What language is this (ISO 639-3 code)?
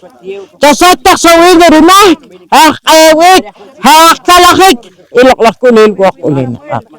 poh